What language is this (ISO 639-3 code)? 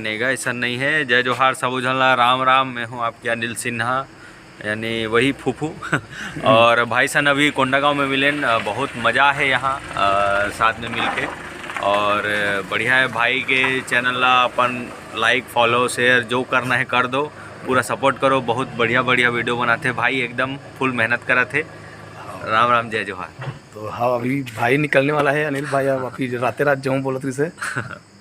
hne